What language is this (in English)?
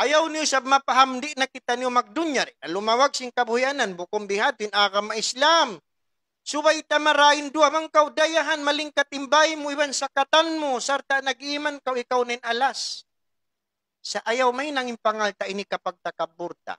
Tausug